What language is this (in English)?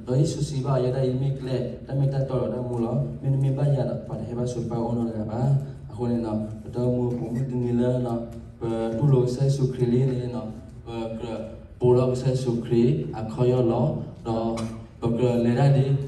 S'gaw Karen